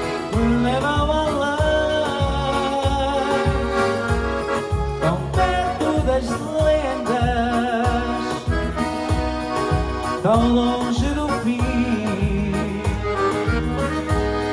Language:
Portuguese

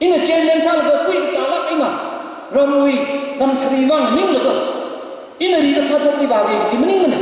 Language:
Tangkhul Naga (India)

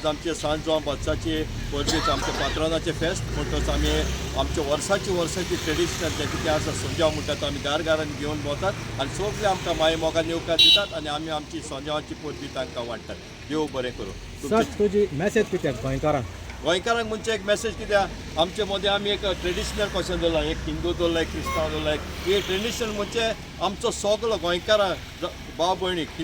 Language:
Konkani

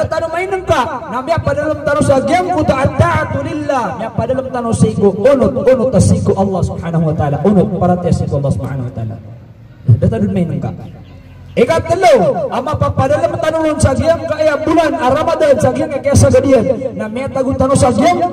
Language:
Maranao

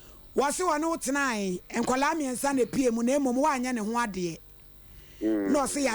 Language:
Akan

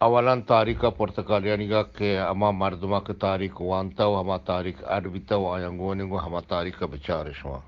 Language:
Eastern Balochi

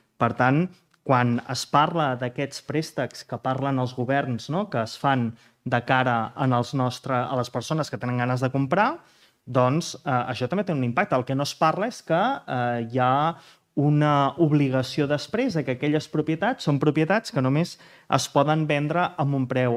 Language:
Catalan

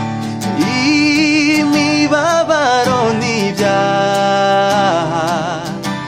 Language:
Kinyarwanda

